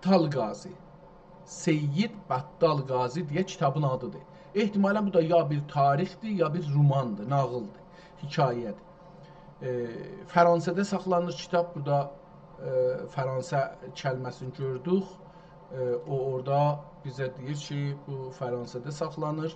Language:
South Azerbaijani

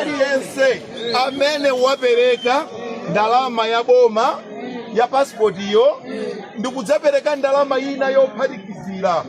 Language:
Nyanja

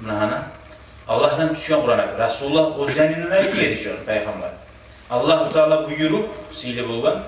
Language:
Kumyk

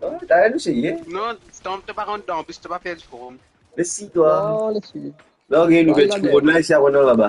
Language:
Morisyen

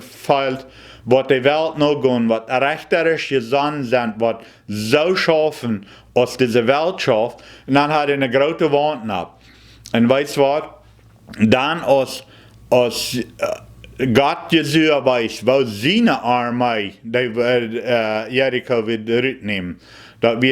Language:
Plautdietsch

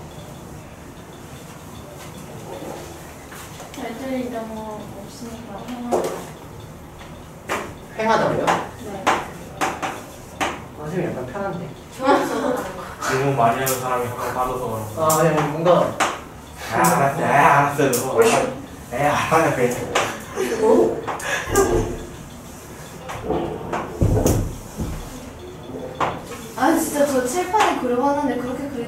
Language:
Korean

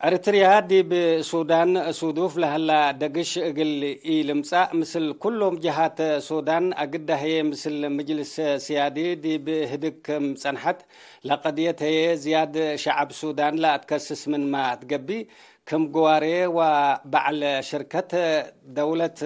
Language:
Tigre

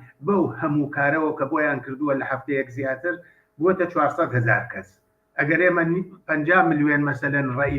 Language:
Central Kurdish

